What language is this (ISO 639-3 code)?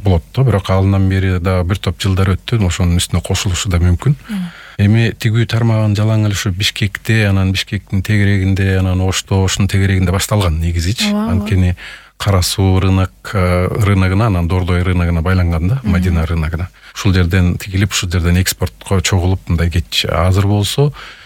kir